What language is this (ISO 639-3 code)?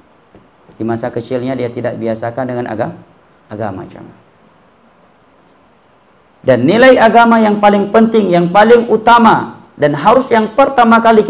ind